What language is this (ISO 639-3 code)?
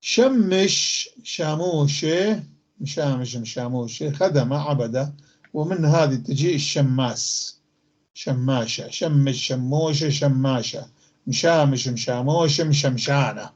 apc